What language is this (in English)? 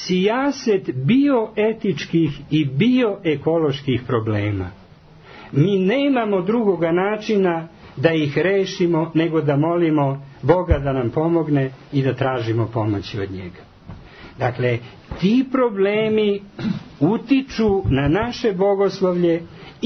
Serbian